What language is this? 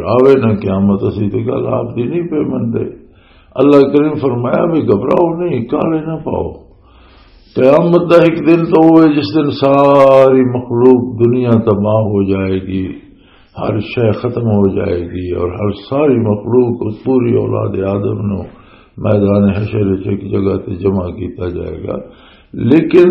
Western Panjabi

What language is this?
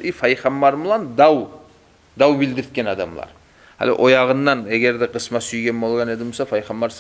Kumyk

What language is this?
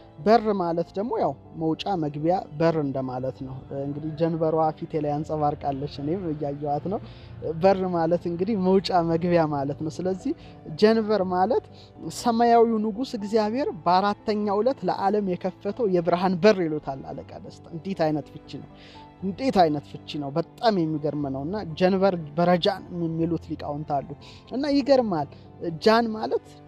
Amharic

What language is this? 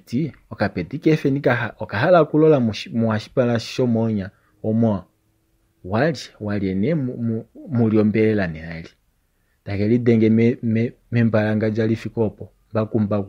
Kuanyama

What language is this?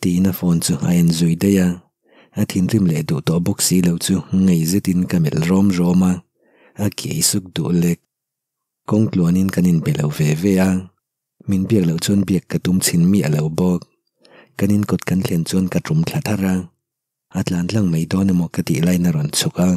Mizo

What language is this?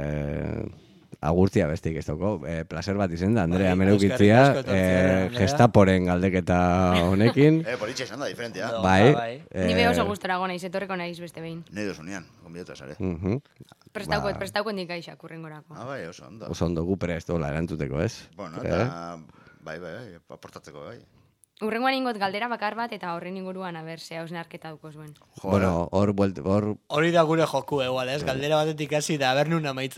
Basque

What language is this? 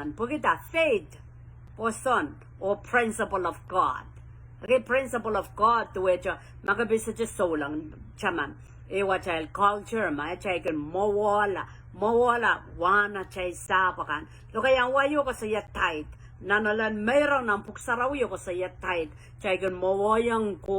Pohnpeian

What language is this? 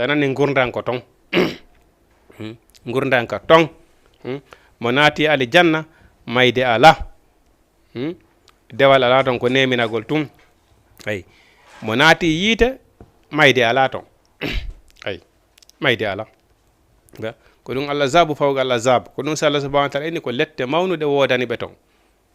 Fula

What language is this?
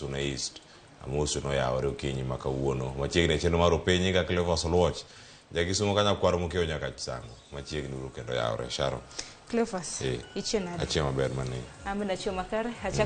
Luo (Kenya and Tanzania)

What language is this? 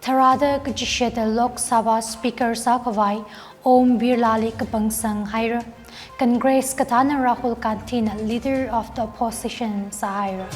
Tangkhul Naga (India)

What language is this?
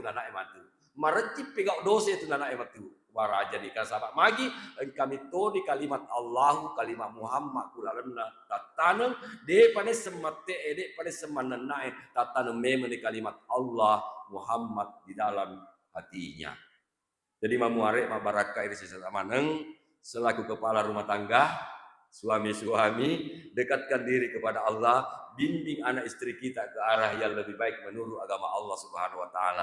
Buginese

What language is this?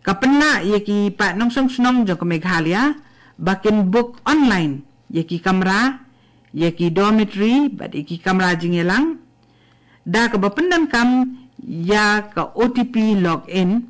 Khasi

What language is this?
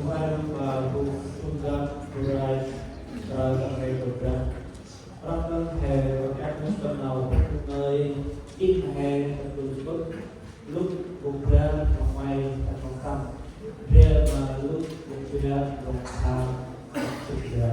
Central Mnong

